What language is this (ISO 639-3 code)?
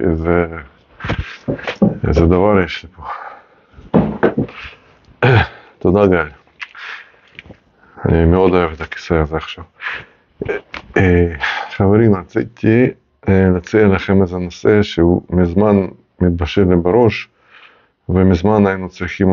heb